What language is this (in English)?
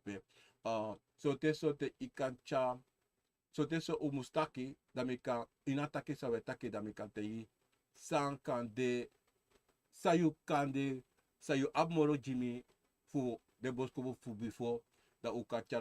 Sranan Tongo